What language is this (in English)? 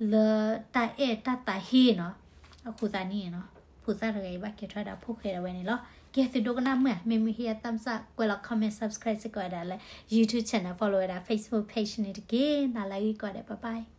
S'gaw Karen